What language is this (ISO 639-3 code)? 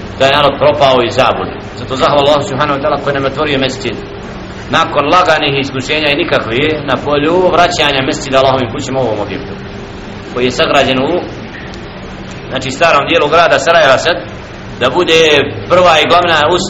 bos